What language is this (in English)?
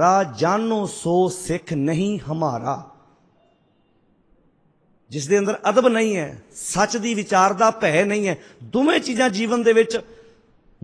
Punjabi